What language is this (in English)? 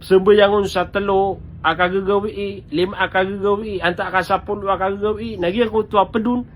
Maranao